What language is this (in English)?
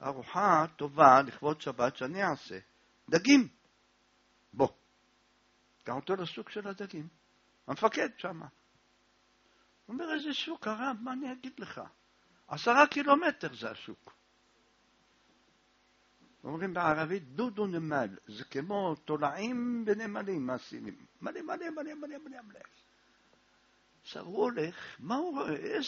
Hebrew